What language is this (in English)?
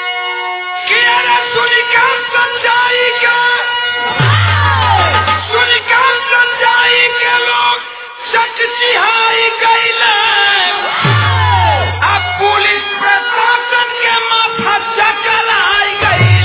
Bhojpuri